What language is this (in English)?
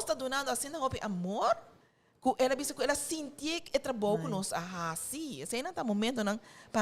Papiamento